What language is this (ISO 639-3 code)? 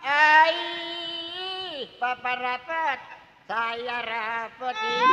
bew